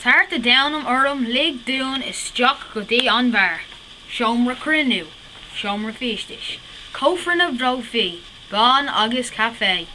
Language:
Irish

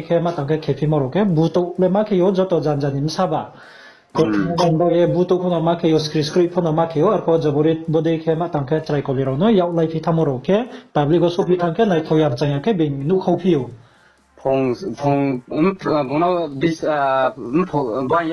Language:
Riang (India)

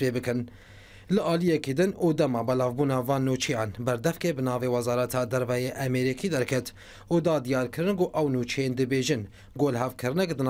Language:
Kurdish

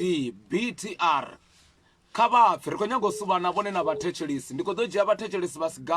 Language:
Venda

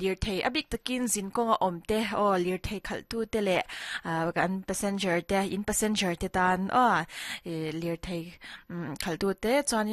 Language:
Mizo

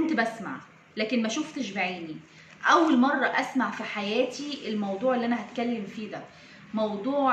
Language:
Egyptian Arabic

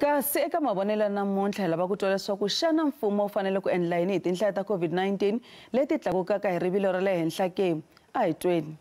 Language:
Tsonga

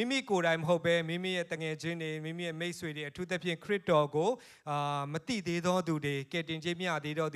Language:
Burmese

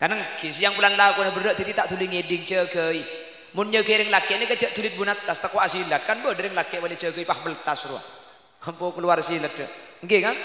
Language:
Madurese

